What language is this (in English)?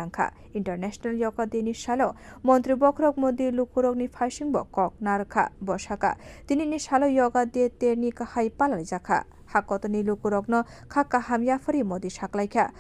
Kok Borok